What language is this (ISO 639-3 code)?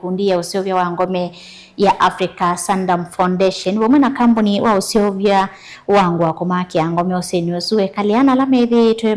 kam